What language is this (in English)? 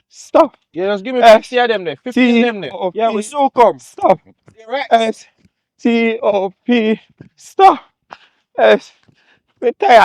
Jamaican Creole English